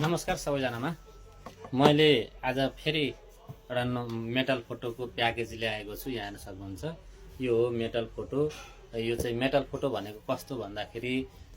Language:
Nepali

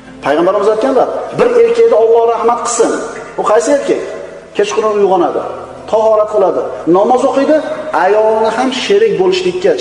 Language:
Uzbek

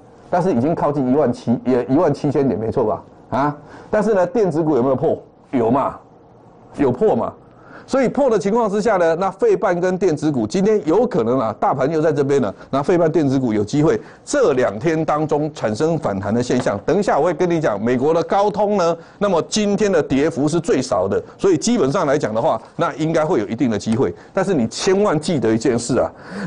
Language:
Chinese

